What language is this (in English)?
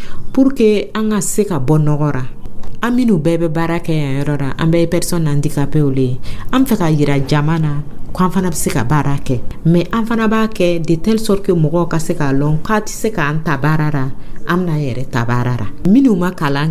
Dyula